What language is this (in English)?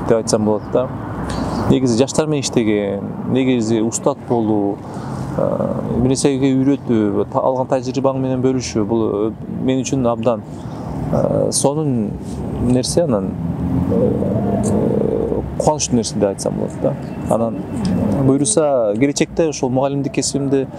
Kyrgyz